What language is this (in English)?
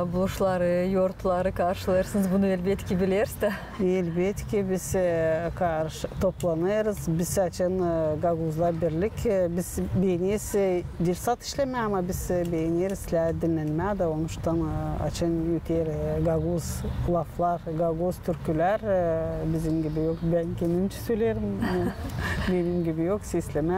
Gagauz